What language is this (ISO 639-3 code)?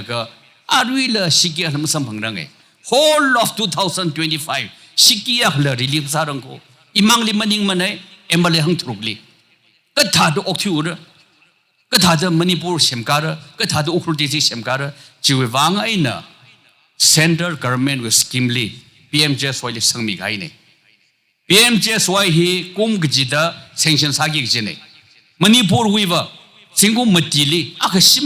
nmf